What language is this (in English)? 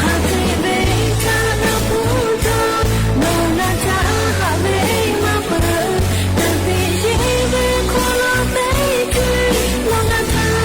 Lahu